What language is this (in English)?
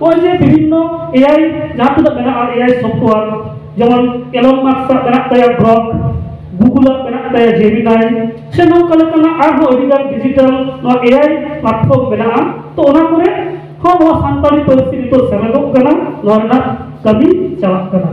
Santali